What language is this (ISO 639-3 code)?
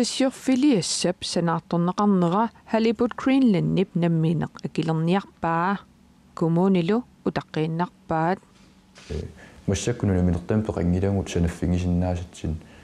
kal